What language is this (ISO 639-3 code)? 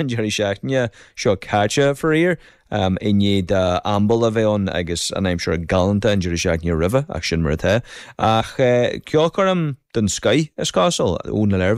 gle